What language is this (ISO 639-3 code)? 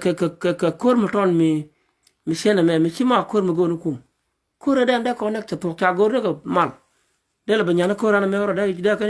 nus